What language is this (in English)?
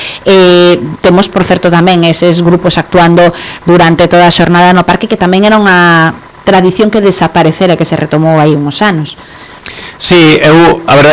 Galician